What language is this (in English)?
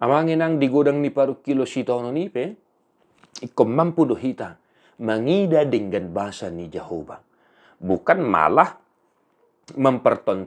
Batak Toba